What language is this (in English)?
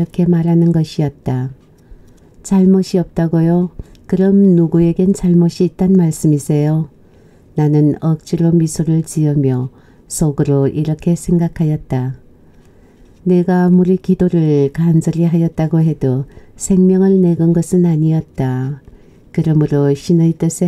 Korean